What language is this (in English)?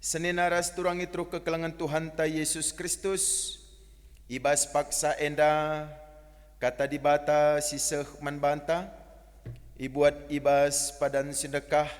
Batak Karo